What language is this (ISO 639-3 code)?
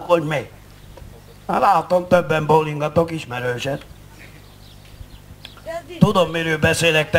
hun